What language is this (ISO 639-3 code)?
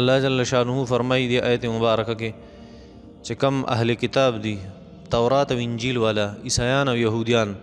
pus